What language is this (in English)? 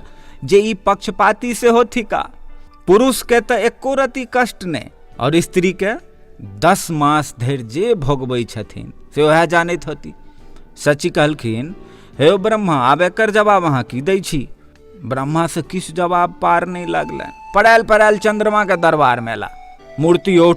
Maithili